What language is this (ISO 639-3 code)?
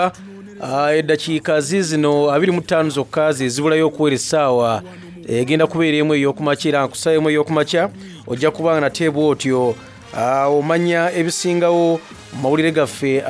xog